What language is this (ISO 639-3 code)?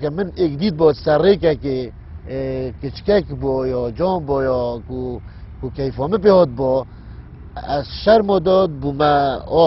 kur